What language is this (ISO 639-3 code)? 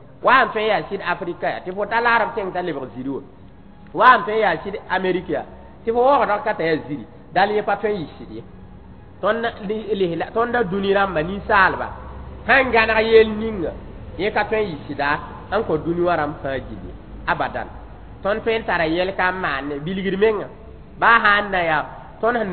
mos